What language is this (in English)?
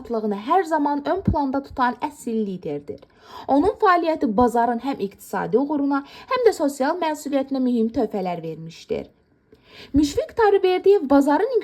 Azerbaijani